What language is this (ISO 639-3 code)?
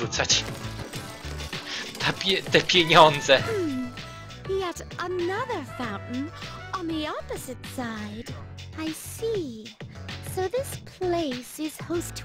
pol